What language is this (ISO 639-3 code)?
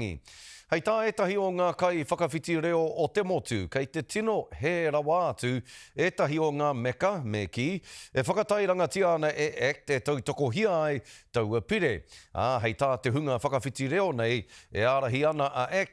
mri